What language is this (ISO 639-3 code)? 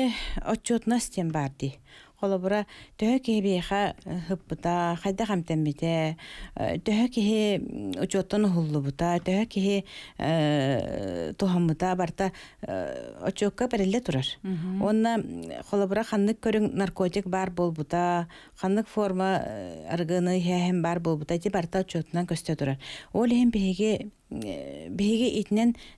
sah